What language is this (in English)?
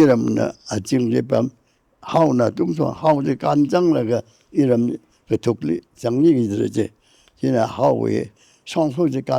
Tangkhul Naga (India)